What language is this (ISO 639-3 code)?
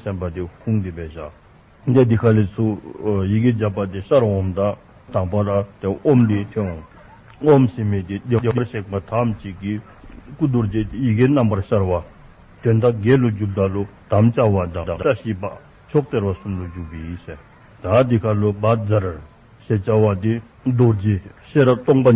dzo